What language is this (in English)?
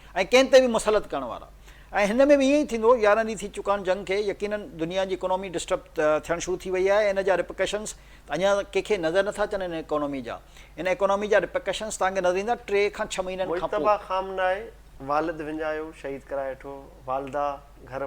Sindhi